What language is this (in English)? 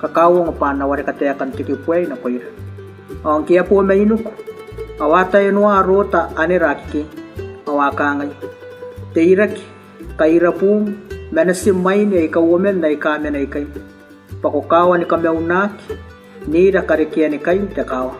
Gilbertese